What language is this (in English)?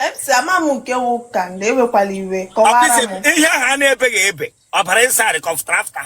Igbo